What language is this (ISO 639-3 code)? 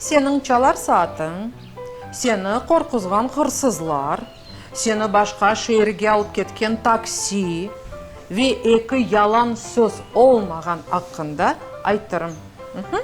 crh